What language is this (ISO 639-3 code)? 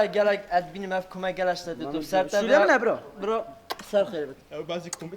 kur